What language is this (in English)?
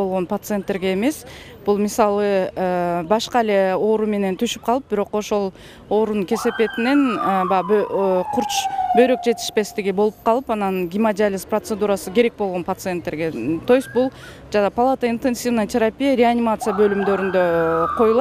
Kyrgyz